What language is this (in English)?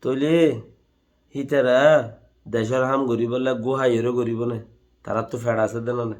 Rohingya